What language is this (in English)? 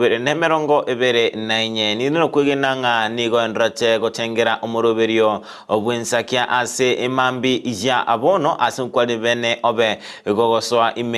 Gusii